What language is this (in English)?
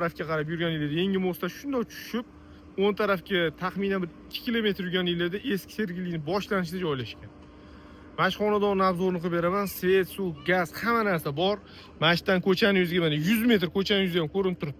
Uzbek